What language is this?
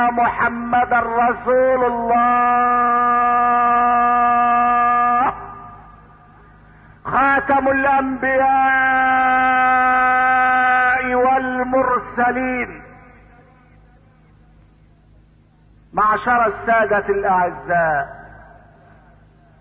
Arabic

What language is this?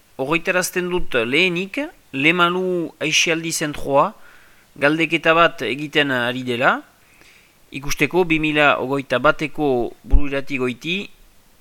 Basque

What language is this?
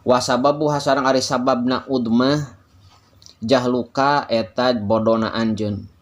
Sundanese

